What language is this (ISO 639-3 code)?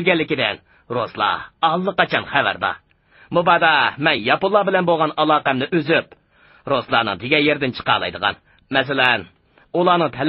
uig